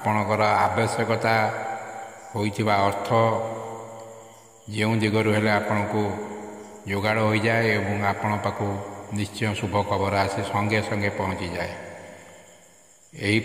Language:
Odia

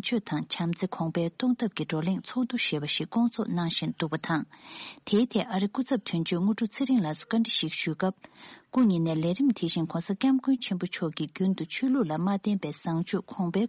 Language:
Tibetan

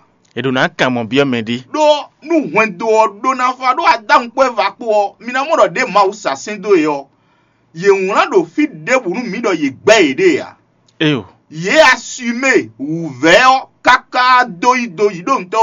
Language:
Fon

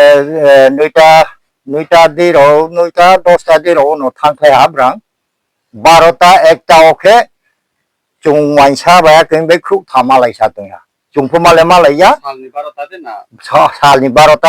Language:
Riang (India)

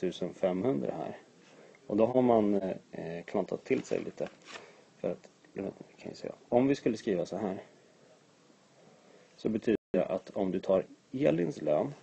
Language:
Swedish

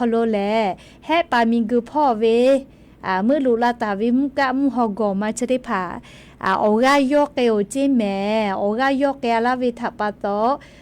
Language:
Lahu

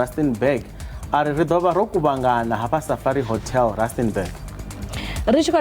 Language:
Venda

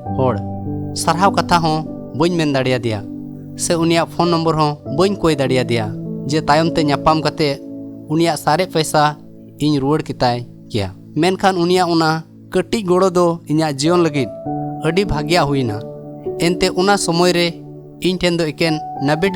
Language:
Santali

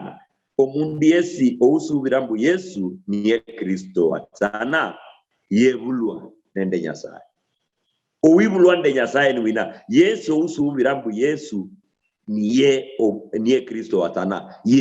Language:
Luyia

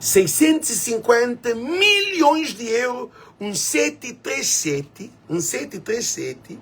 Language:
Kabuverdianu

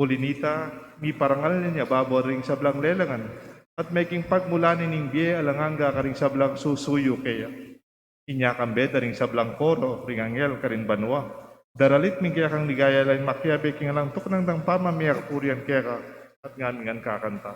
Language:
Pampanga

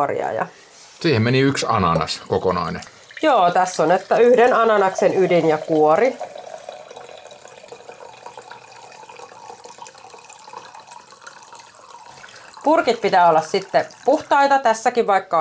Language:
Finnish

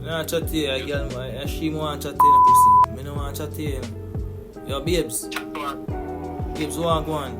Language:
Jamaican Creole English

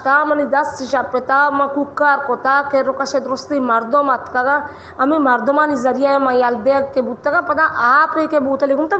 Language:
Baluchi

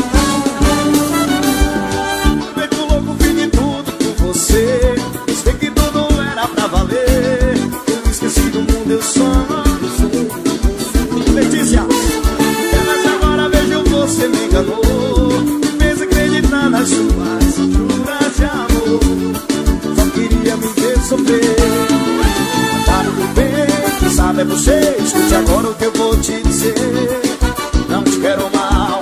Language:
Portuguese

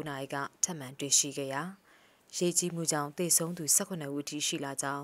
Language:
Burmese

